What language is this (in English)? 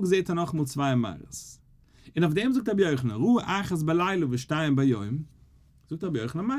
Yiddish